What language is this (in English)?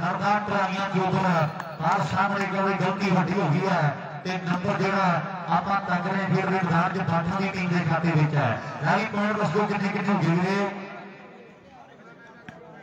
Punjabi